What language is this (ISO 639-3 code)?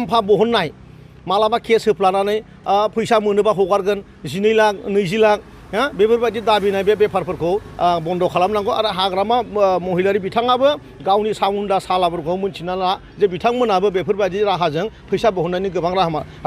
brx